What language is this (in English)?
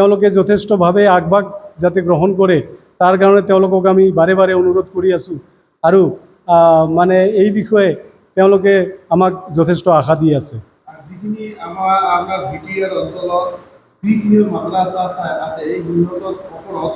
Assamese